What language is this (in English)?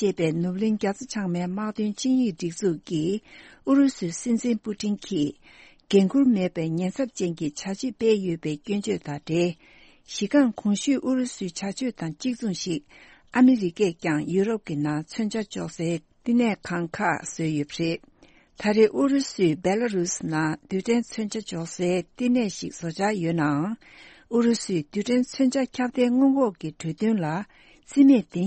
Tibetan